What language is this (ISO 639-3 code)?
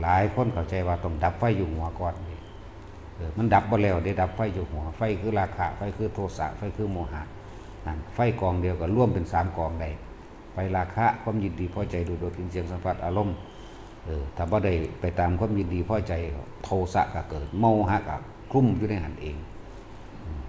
tts